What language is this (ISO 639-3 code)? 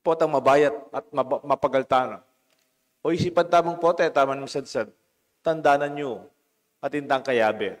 pam